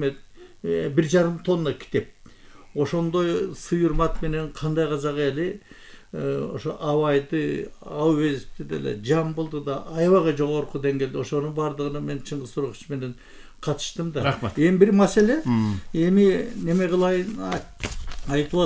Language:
Kyrgyz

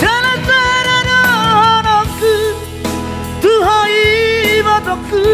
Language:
Batak Toba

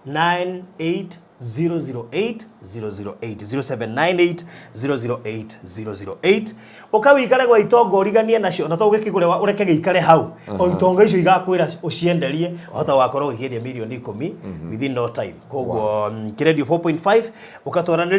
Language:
Kikuyu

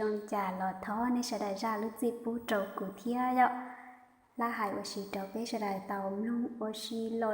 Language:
Hmong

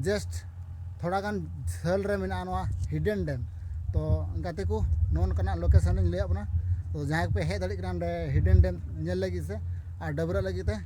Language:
Santali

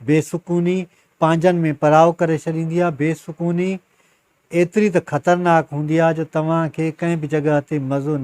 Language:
Sindhi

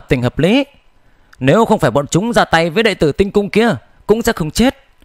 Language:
Vietnamese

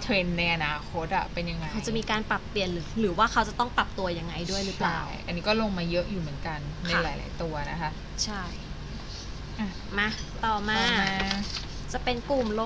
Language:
Thai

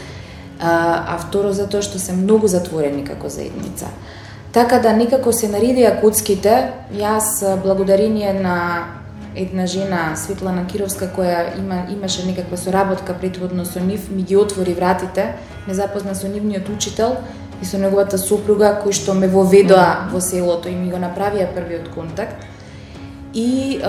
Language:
Macedonian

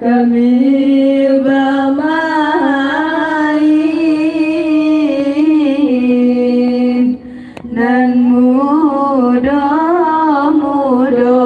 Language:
Minangkabau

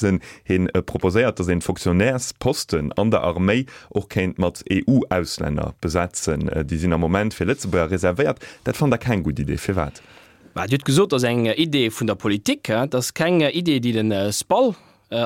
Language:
Luxembourgish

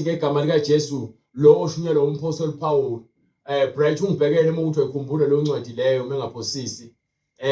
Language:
Zulu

